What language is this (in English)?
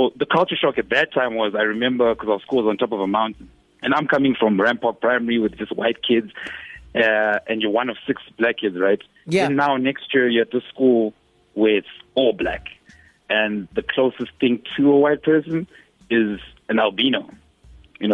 English